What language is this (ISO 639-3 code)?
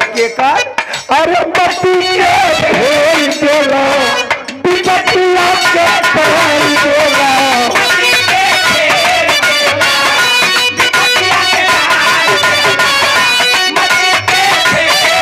bho